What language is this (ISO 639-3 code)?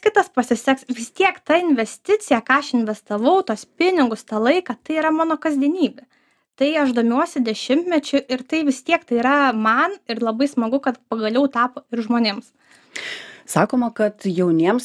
lit